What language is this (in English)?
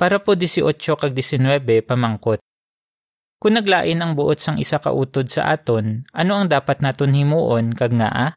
Hiligaynon